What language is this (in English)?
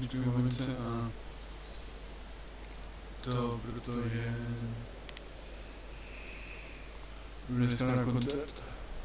Czech